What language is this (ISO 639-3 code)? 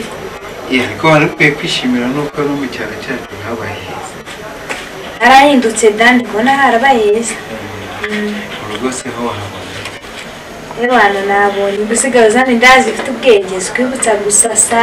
kin